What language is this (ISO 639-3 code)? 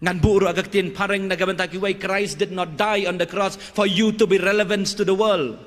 kha